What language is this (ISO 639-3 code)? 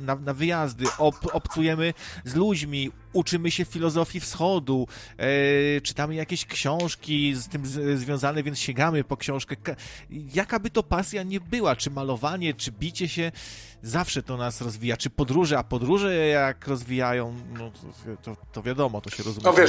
pol